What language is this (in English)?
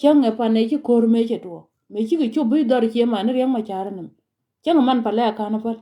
Nuer